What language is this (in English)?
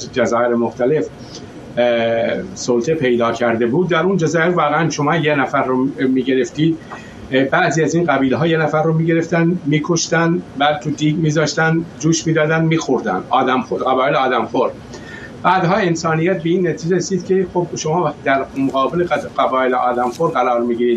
Persian